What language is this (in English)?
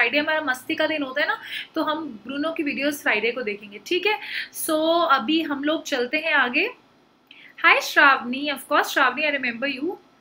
Hindi